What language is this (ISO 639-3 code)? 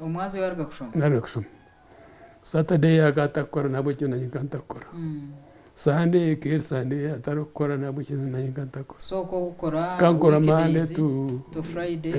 nyn